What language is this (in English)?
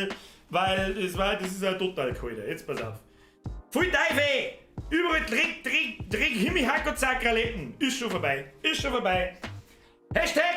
Bavarian